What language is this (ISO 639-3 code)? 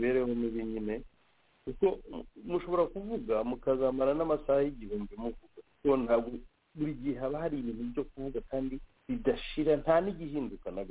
kin